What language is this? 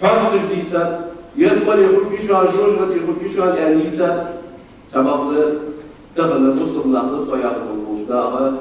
Ingush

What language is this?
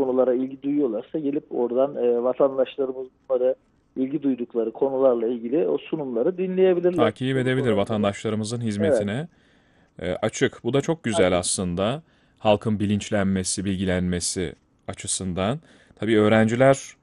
Turkish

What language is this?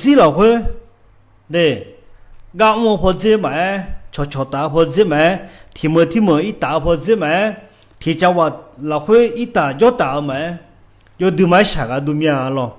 Akha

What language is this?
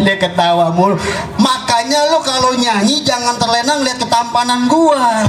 Betawi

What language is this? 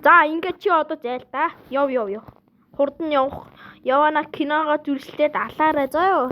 Mongolian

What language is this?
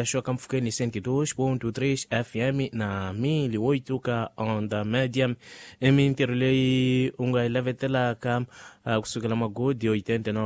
Tsonga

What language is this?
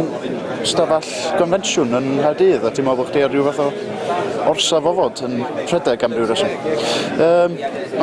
Welsh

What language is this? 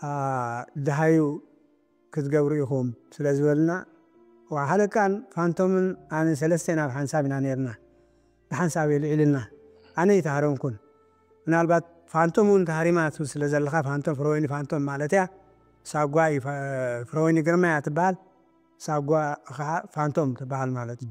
Tigrinya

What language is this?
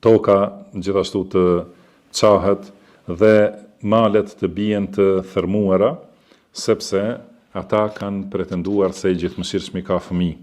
Albanian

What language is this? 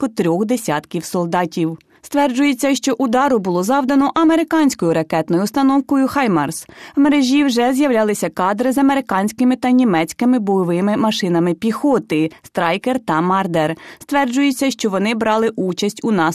Ukrainian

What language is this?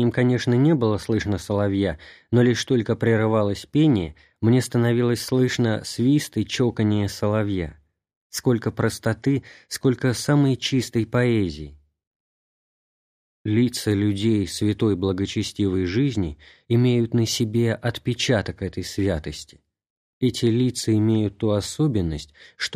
Russian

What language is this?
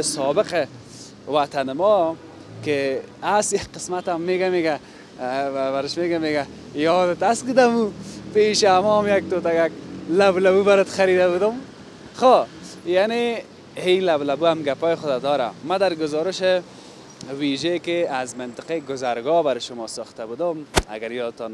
Persian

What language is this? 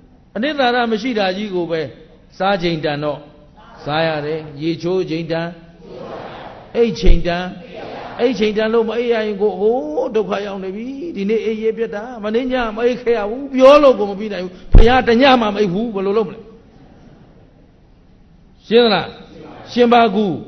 Burmese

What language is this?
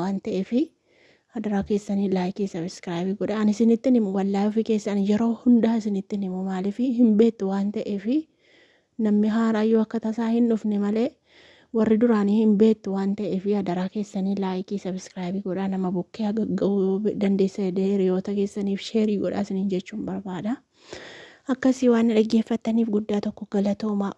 Oromo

